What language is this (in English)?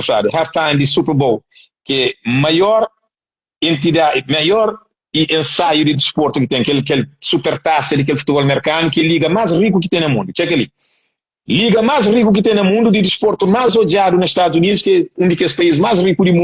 Kabuverdianu